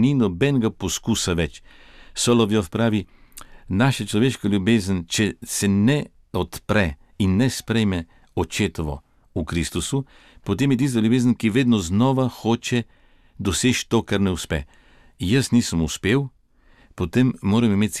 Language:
Slovenian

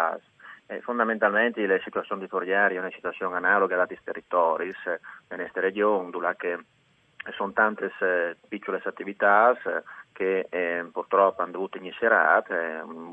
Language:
Friulian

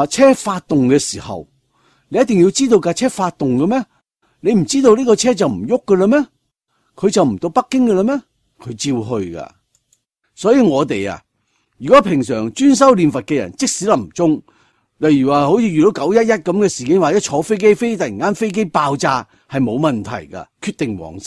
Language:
Cantonese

